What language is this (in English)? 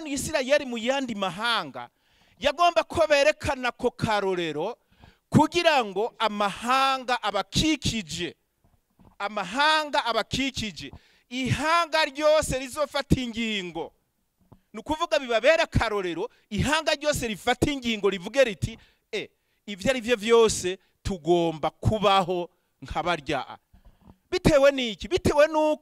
Rundi